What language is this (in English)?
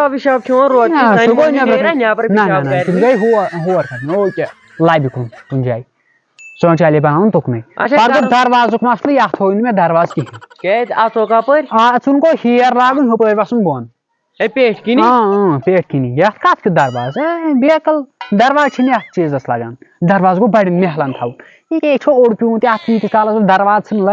Kashmiri